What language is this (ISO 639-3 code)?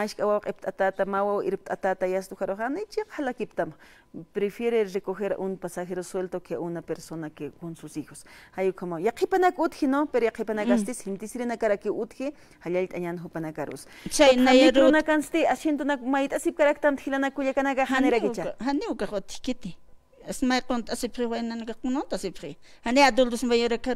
aym